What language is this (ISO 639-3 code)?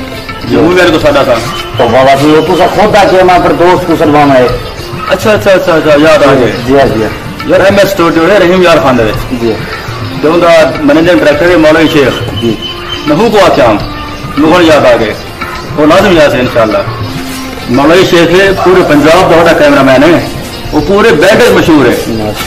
skr